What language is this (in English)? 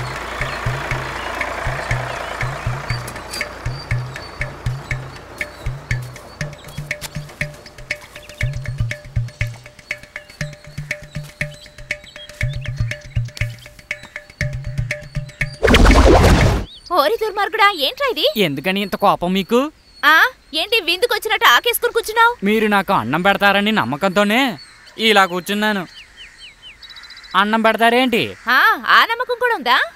Telugu